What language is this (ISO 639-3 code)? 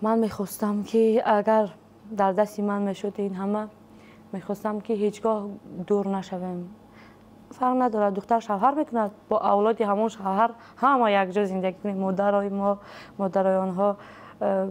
tgk